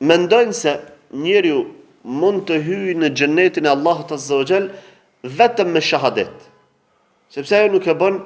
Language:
Albanian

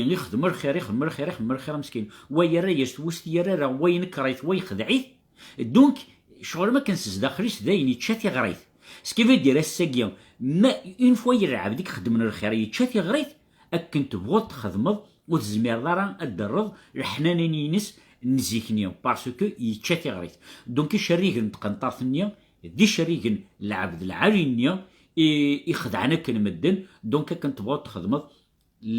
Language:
Kabyle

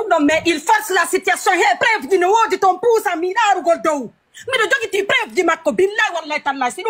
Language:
Pular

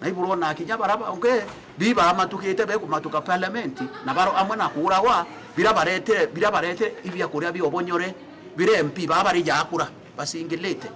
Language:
Meru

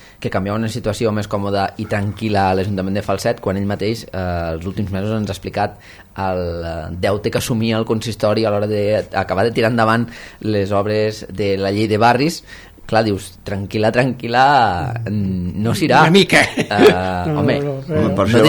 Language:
Catalan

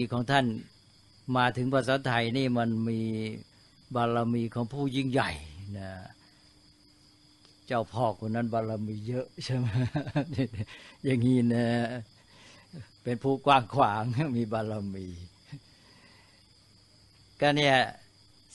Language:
Thai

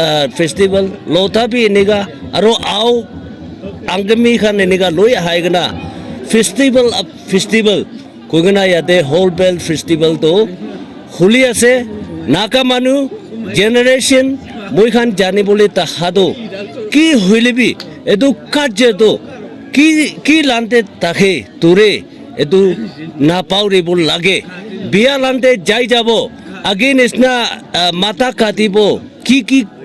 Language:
Naga Pidgin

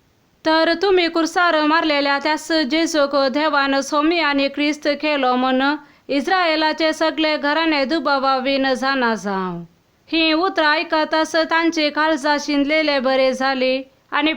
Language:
Konkani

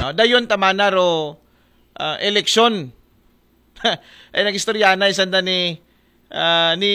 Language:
Aklanon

